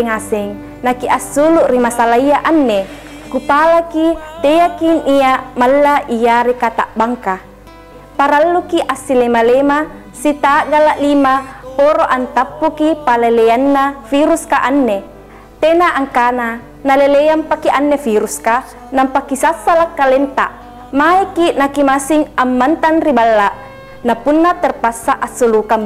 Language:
Makasar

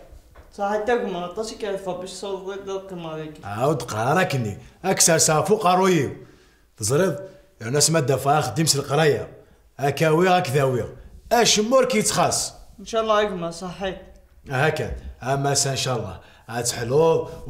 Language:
Kabyle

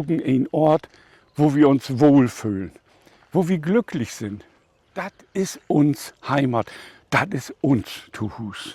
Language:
Low German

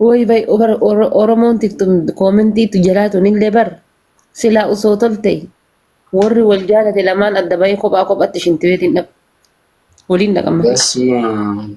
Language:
Oromo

